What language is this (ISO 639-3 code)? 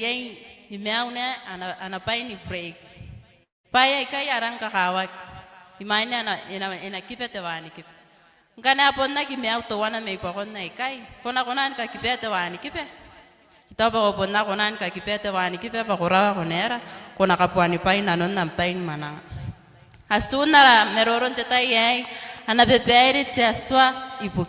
gil